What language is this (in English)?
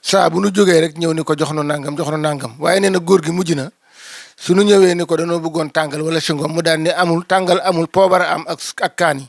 Wolof